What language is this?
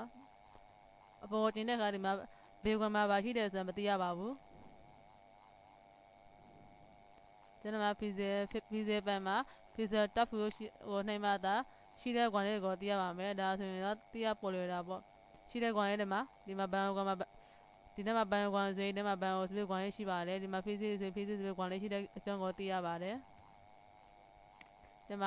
Burmese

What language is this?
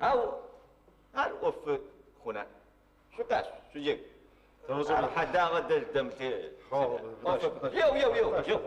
Adyghe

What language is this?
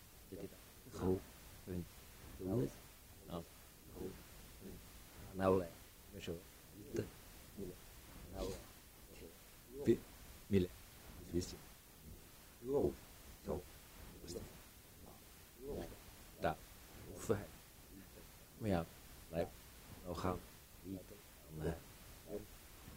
German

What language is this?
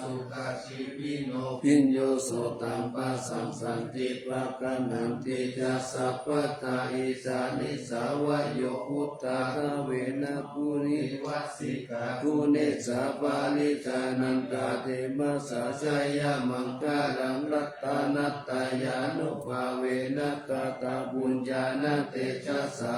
Pali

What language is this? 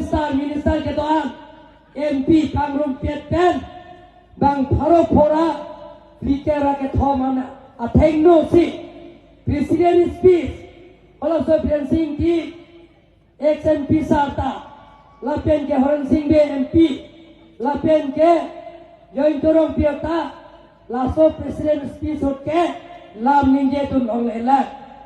Karbi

